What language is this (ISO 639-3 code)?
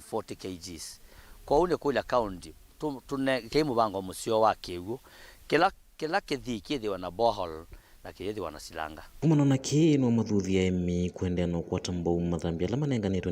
kam